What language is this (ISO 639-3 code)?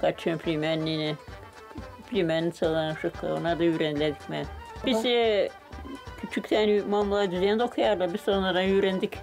gag